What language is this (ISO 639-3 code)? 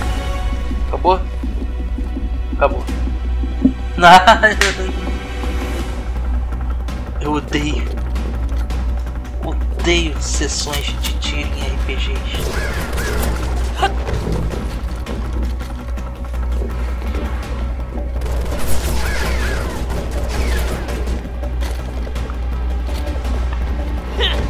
por